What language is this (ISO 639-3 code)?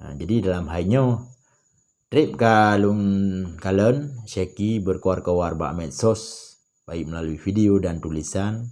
ace